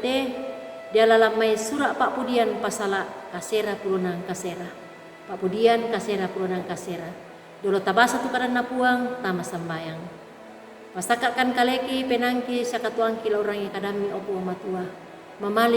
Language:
Toraja-Sa'dan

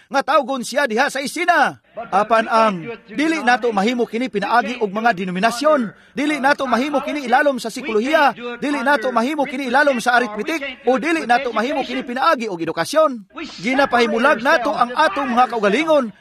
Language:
Cebuano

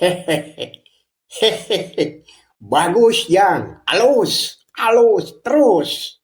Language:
Sundanese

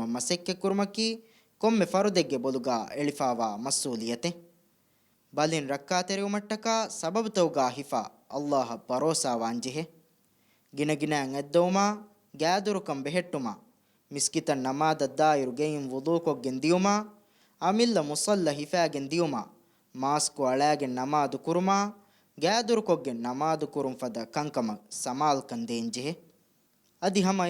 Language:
Divehi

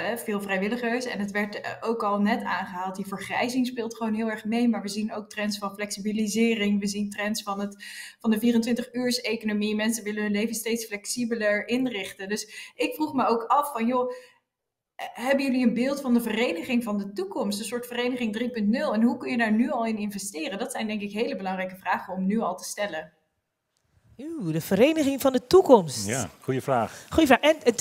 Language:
Dutch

